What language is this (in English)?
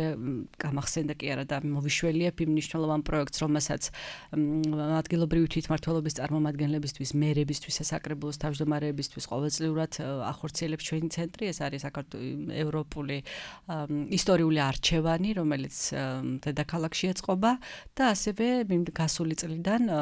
Georgian